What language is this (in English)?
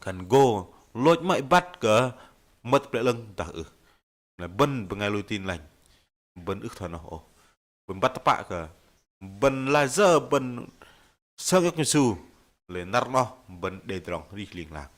Bahnar